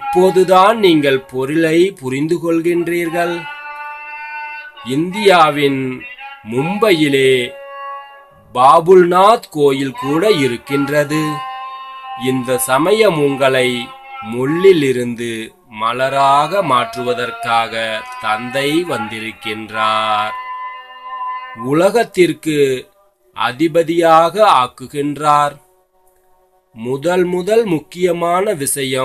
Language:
Tamil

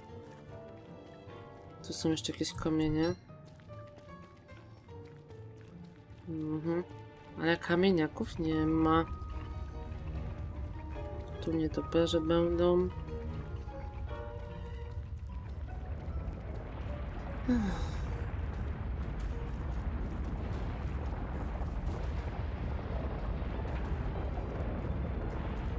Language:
Polish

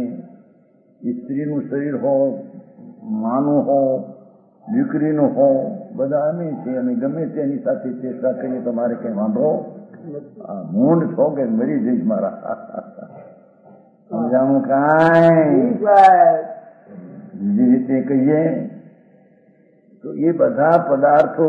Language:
Gujarati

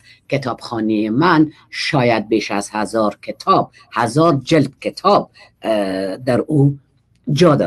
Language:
Persian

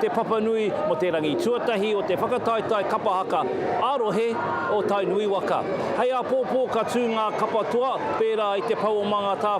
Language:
Māori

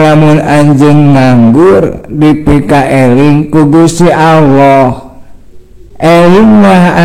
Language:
Sundanese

